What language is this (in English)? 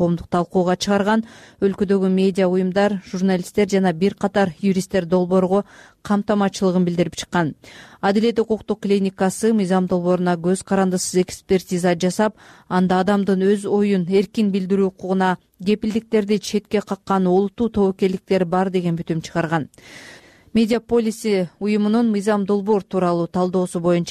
Kyrgyz